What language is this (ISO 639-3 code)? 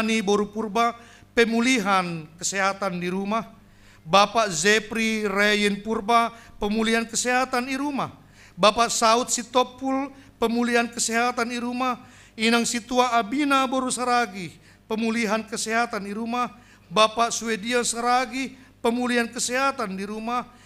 bts